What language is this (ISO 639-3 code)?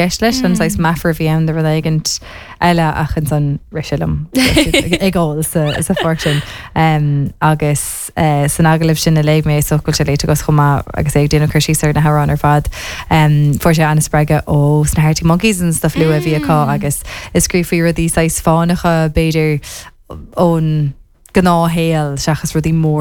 gle